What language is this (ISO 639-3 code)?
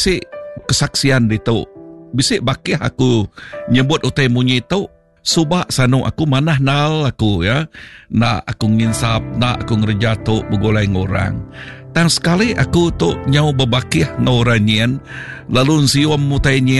iba